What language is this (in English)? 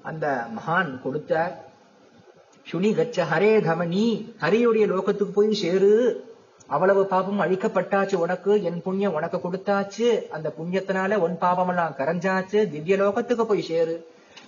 Tamil